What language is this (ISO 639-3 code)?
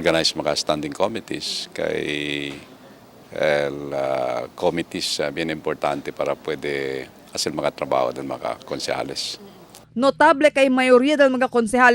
cbk